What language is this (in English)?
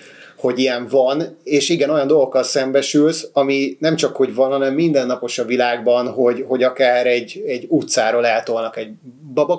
Hungarian